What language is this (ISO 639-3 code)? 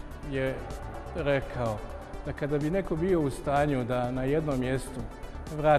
srp